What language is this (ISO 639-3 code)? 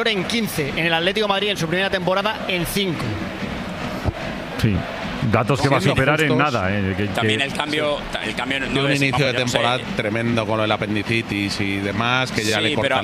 spa